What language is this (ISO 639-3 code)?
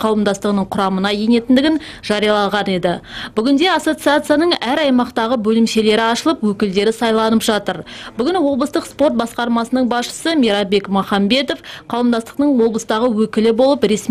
kaz